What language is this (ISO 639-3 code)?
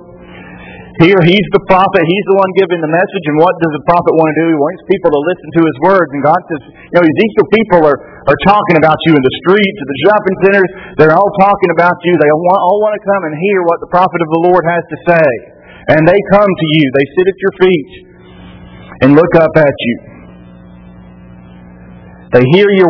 eng